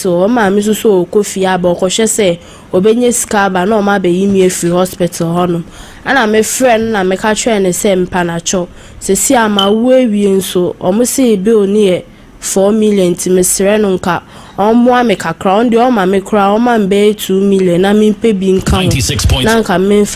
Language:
Akan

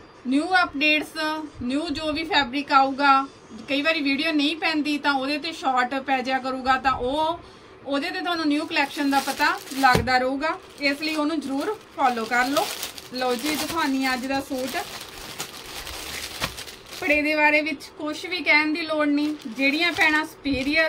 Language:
Punjabi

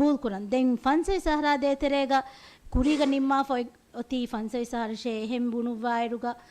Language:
Divehi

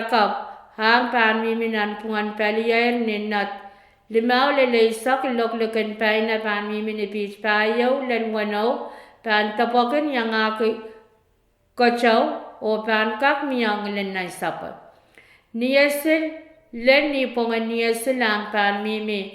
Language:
Pohnpeian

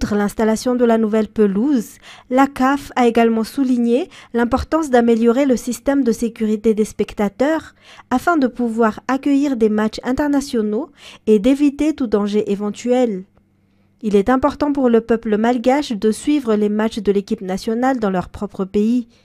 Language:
French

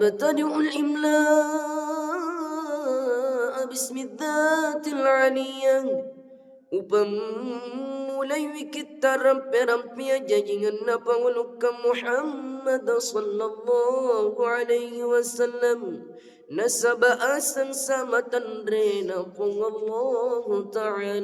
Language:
Buginese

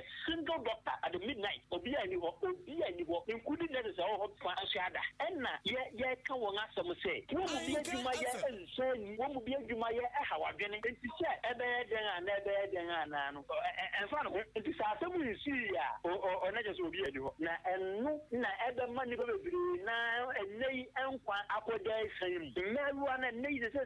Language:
Akan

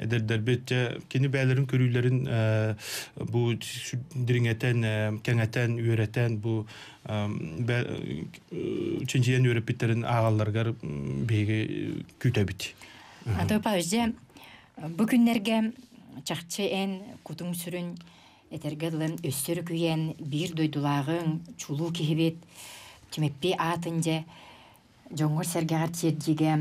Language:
Yakut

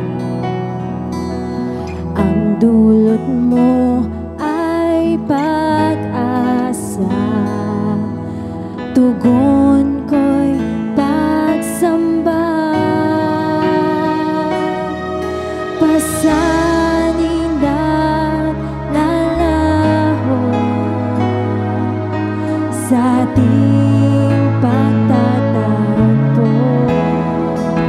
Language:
Filipino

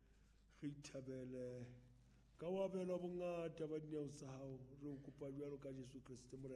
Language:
Southern Sotho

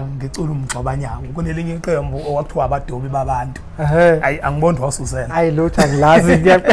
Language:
Zulu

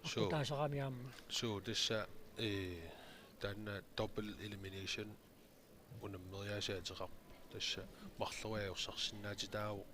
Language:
Kalaallisut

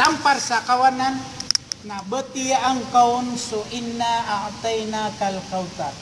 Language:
Maranao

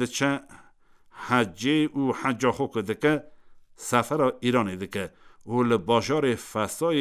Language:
Kurdish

